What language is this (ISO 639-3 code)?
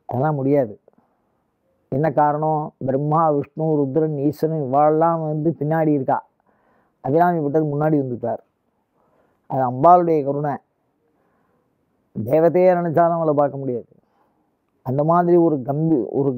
tam